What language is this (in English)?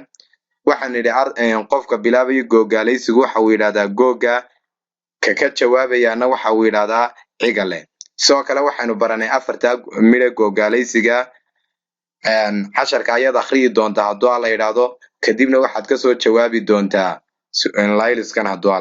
Somali